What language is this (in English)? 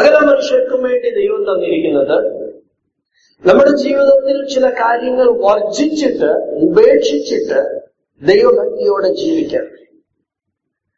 Malayalam